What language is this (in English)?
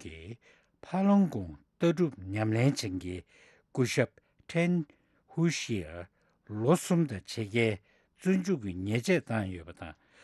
Tibetan